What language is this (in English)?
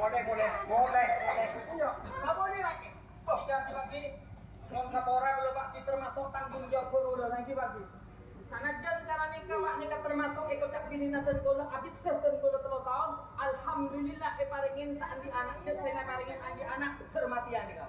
Madurese